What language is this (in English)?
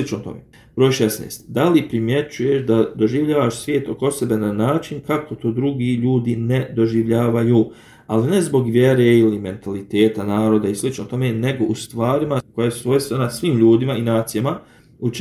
Bosnian